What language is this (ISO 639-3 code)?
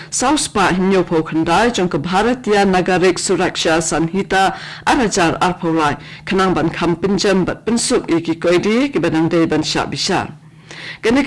kha